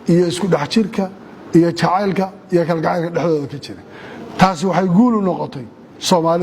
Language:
Somali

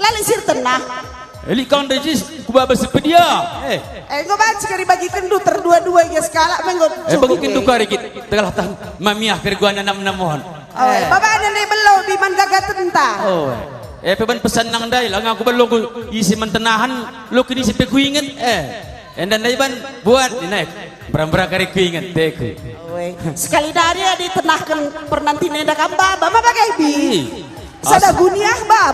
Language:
Batak Karo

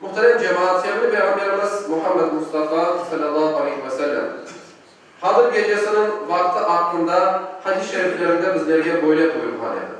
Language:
Crimean Tatar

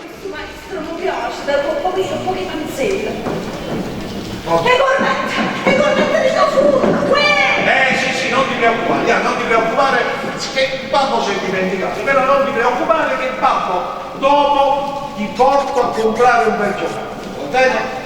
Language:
Neapolitan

